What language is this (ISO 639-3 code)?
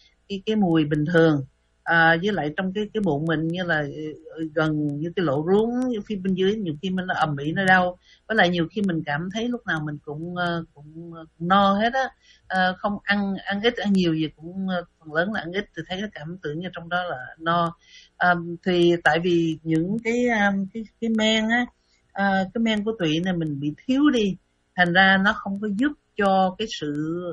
vie